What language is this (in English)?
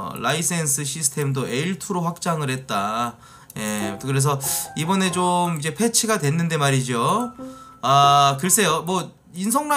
Korean